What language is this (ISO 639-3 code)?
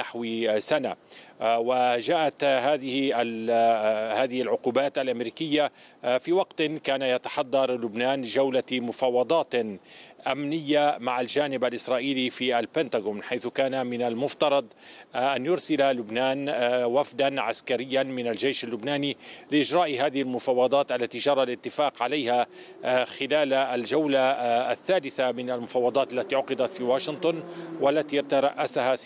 ara